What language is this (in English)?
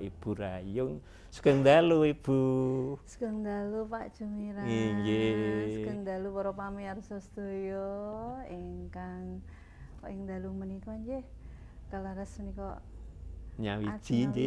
Javanese